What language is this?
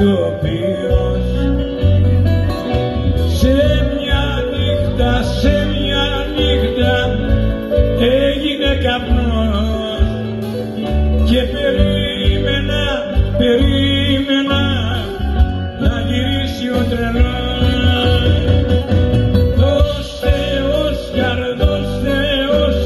Greek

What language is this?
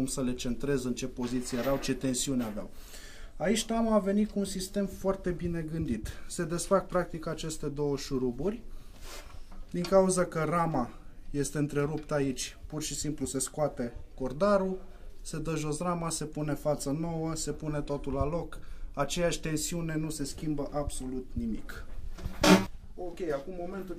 Romanian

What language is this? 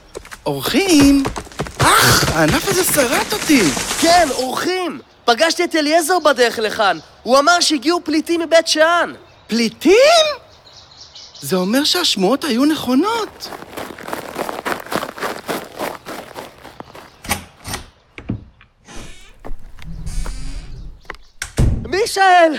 Hebrew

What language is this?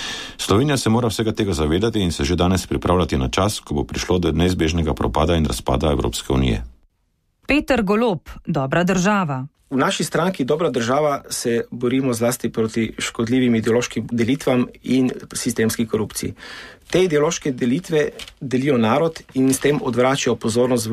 Slovenian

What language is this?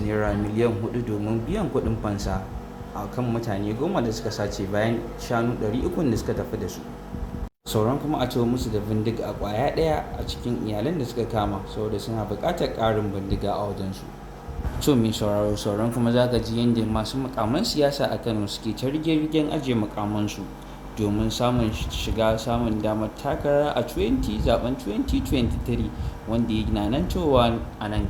Hausa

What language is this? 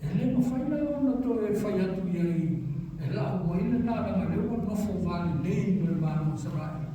Samoan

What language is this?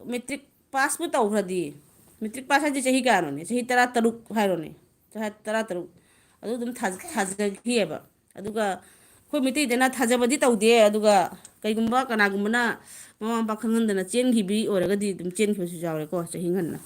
Manipuri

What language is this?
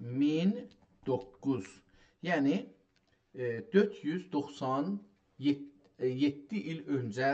South Azerbaijani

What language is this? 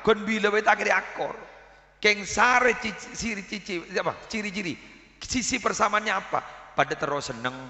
Madurese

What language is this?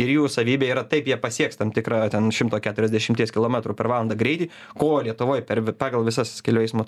Lithuanian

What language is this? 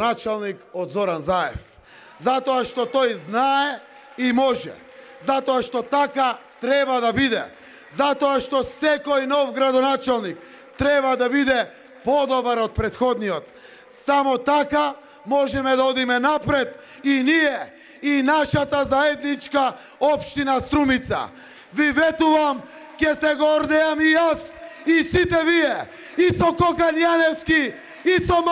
Macedonian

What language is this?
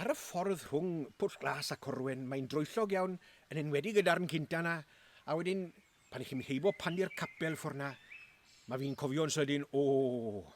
Welsh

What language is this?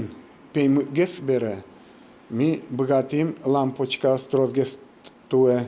Udmurt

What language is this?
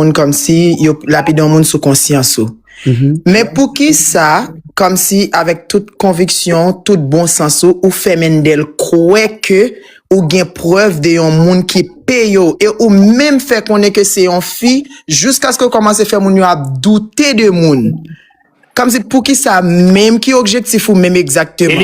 Haitian Creole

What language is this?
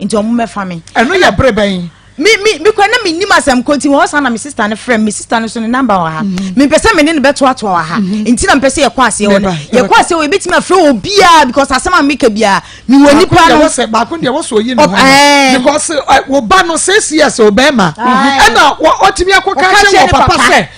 Akan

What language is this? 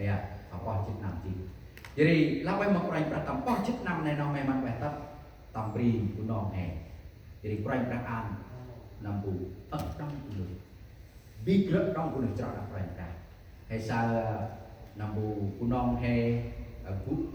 Central Mnong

